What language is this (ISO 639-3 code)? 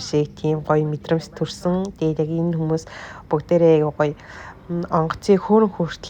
mon